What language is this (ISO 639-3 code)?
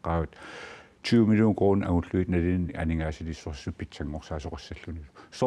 kal